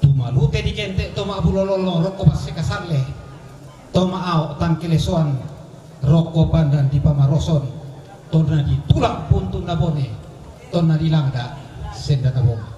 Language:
Toraja-Sa'dan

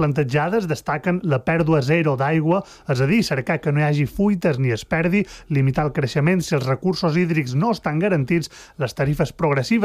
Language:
Catalan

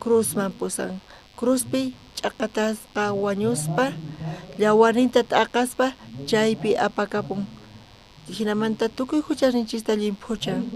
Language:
South Bolivian Quechua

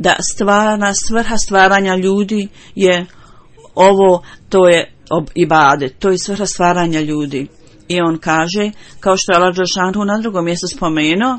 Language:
Bosnian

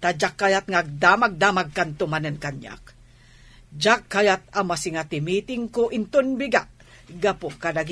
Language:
Iloko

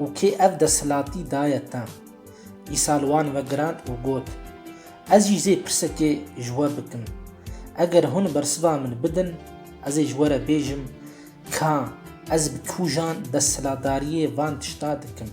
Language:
Kurdish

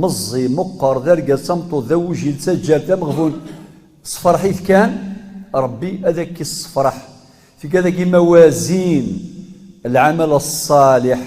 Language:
Kabyle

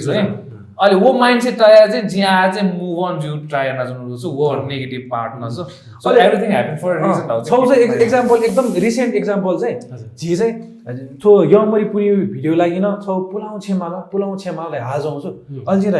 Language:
Newari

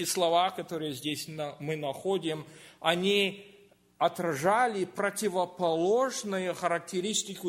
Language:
Russian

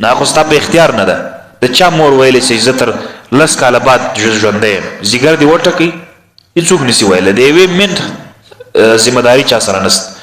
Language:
Pashto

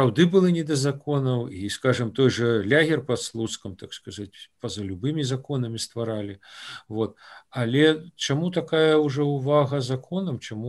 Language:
Belarusian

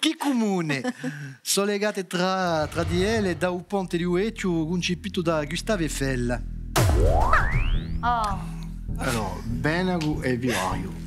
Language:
Corsican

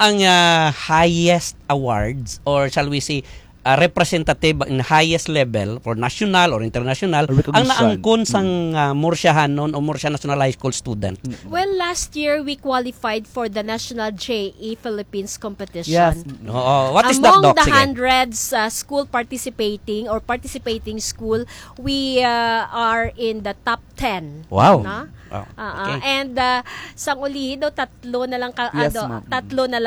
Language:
Hiligaynon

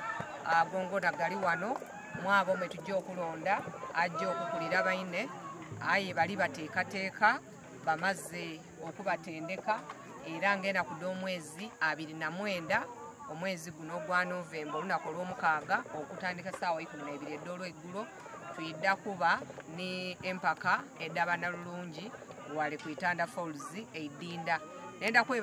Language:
Soga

